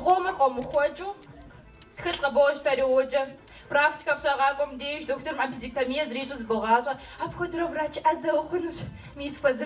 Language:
Kabardian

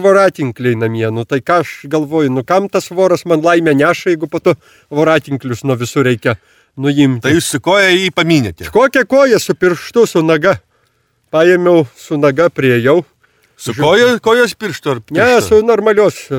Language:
Lithuanian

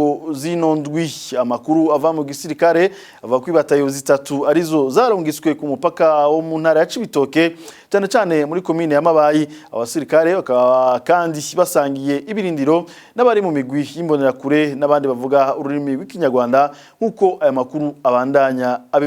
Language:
Rundi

